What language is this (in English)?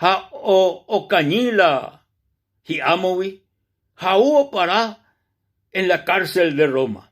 Guarani